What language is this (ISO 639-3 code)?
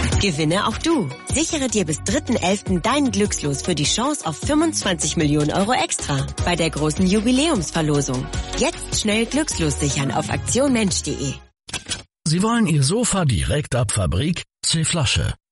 deu